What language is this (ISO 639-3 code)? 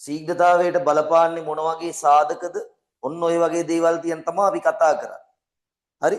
sin